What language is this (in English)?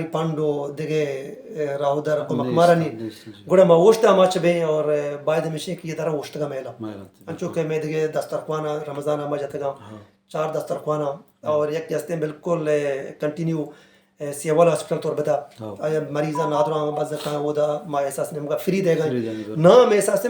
Baluchi